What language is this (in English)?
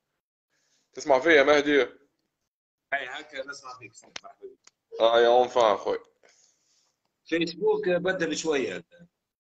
Tunisian Arabic